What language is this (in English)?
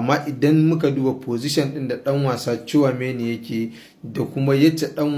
Hausa